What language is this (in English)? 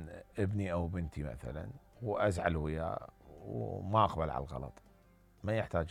Mesopotamian Arabic